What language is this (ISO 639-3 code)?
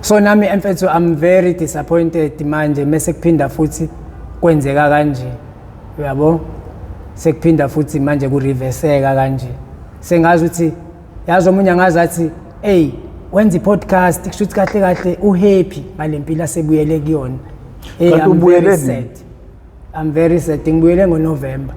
zul